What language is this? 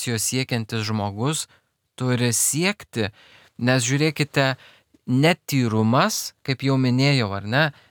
Lithuanian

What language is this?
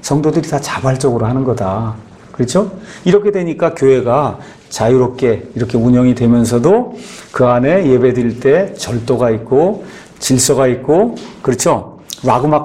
Korean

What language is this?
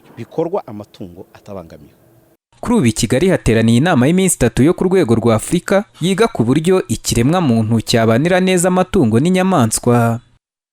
Kinyarwanda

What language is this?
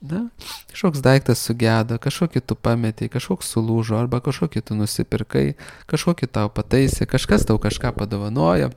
Lithuanian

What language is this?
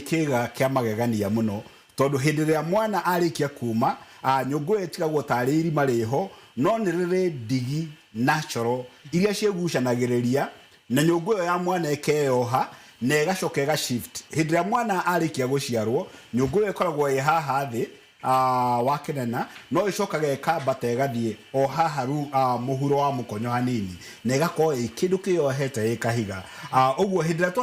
Kikuyu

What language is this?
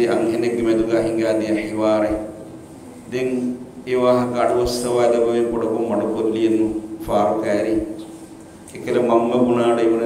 Divehi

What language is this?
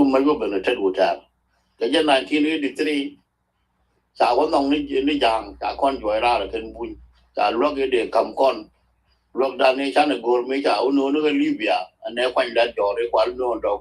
Nuer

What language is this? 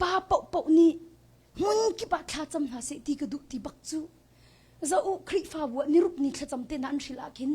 Hakha Chin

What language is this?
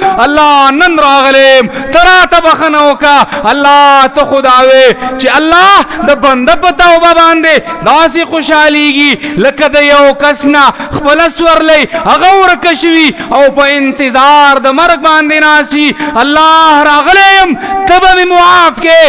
Pashto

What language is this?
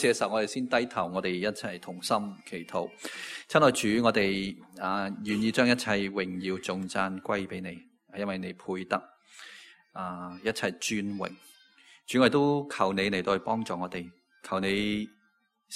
Cantonese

